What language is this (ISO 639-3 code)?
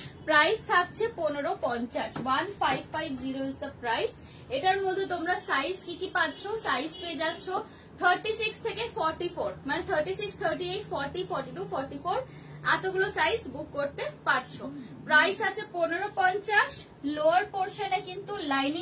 ben